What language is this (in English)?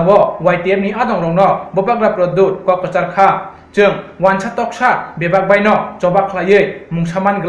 Kok Borok